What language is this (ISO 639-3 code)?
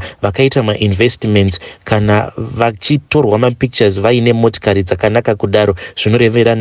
sna